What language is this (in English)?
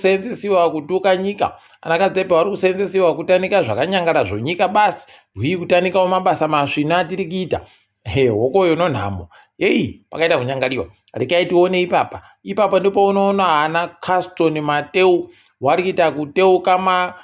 Ndau